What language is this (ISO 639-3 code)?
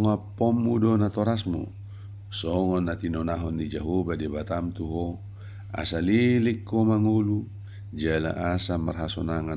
bbc